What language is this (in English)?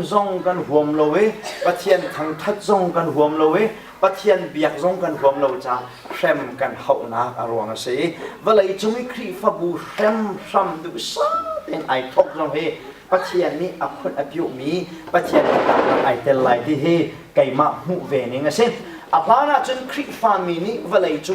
Hakha Chin